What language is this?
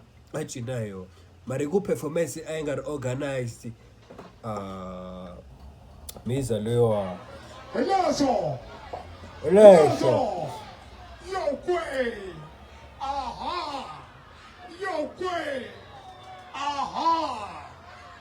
Tsonga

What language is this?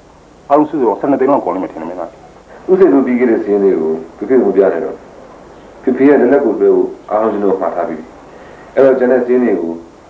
Burmese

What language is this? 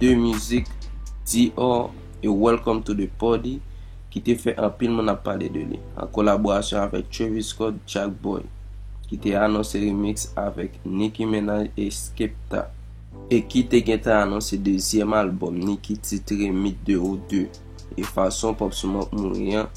Haitian Creole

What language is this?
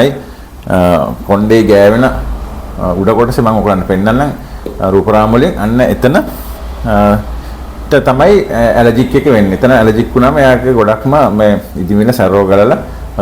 Sinhala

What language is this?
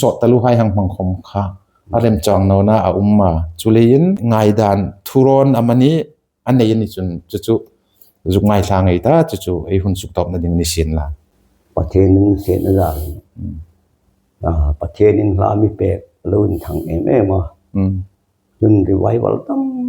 Hmar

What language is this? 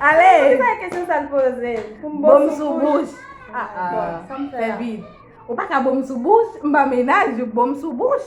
Haitian Creole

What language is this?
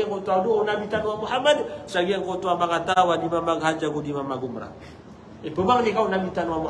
Maranao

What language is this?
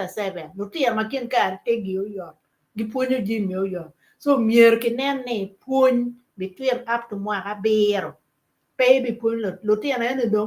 Acoli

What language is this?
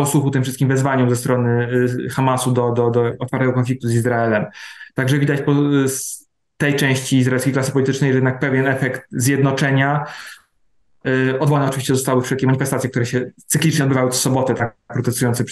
Polish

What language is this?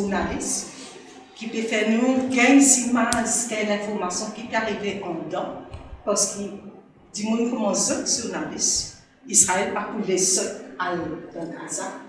Morisyen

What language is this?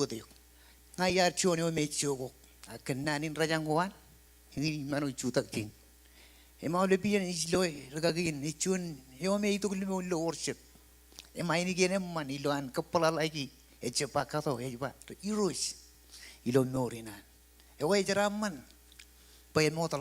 Marshallese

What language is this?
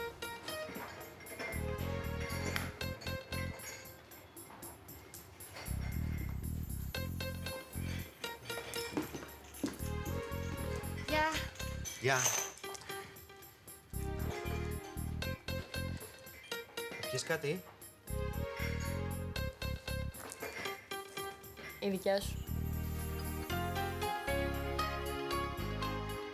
Greek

